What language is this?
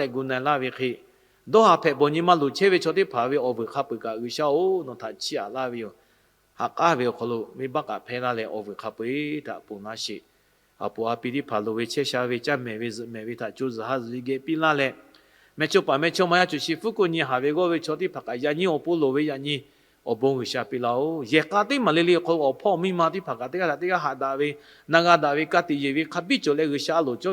Lahu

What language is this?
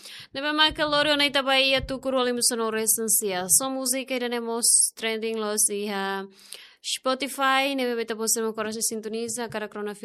Tetum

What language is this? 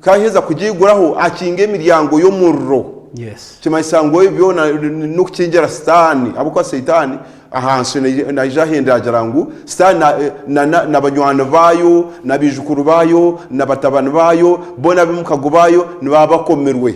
Nyankole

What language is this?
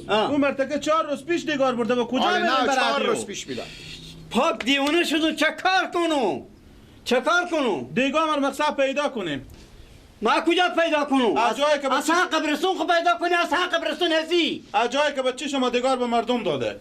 Persian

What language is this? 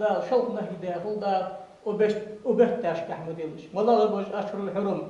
Ingush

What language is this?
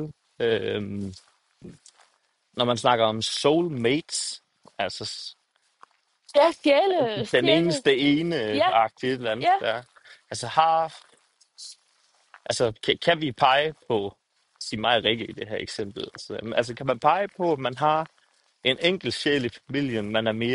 Danish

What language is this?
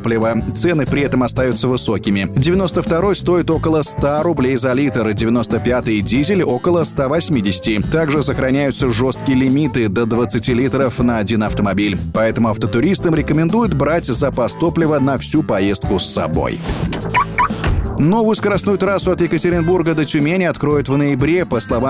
Russian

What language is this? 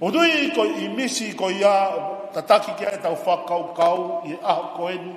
Tongan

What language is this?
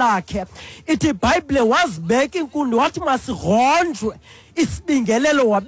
Xhosa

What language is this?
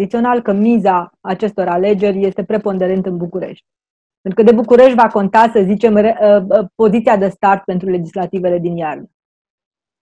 Romanian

